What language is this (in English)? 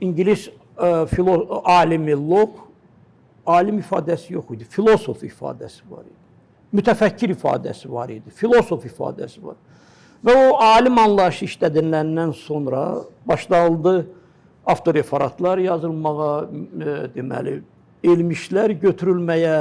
Azerbaijani